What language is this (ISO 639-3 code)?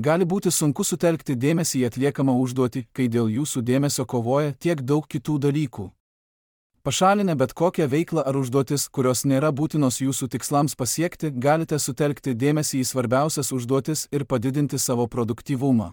lit